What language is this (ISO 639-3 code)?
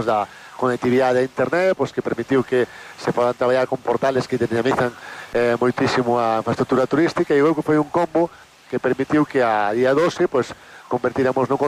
glg